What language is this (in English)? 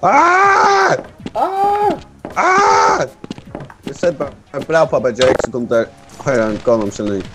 Faroese